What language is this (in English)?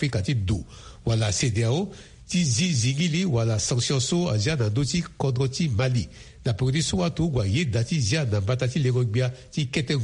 Sango